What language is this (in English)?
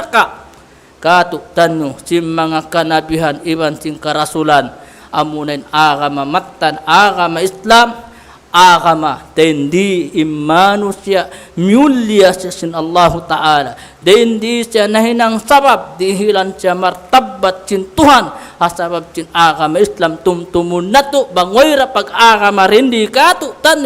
Tausug